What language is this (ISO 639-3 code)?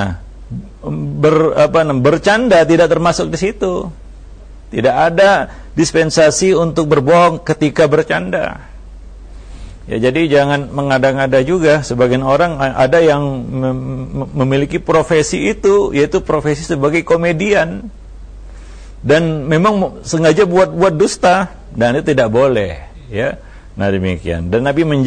ind